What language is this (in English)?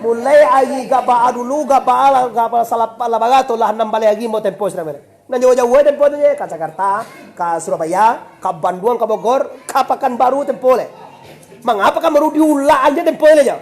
Minangkabau